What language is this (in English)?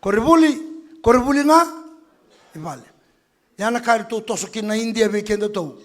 Fijian